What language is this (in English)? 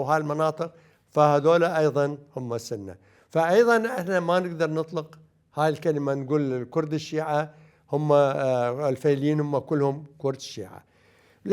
Mesopotamian Arabic